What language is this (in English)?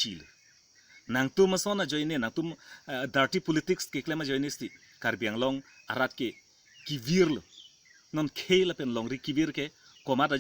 Karbi